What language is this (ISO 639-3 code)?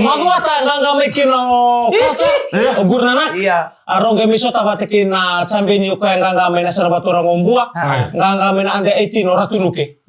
fij